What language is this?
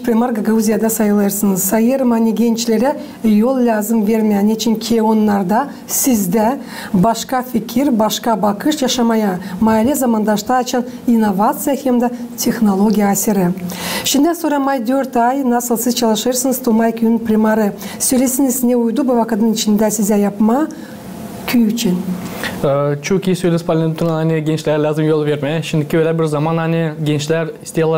Gagauz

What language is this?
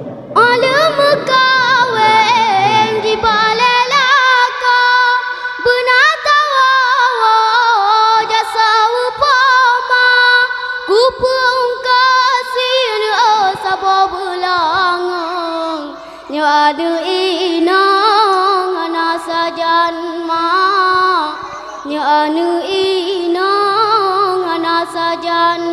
Achinese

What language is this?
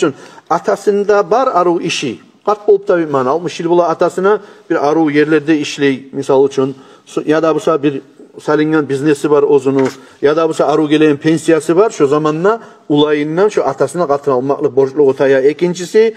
Kumyk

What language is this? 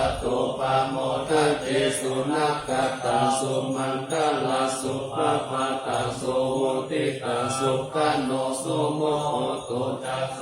Pali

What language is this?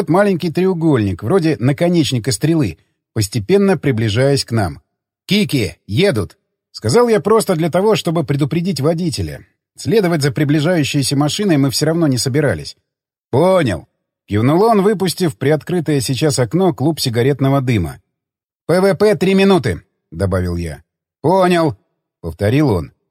Russian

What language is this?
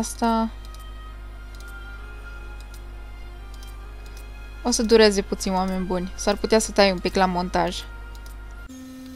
Romanian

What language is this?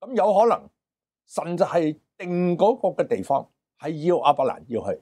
Cantonese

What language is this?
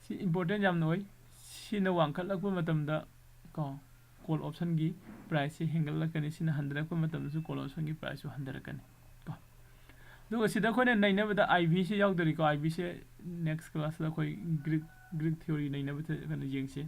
Manipuri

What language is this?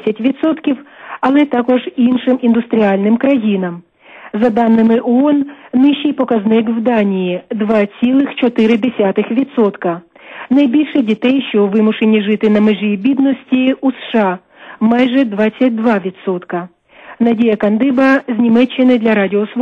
Ukrainian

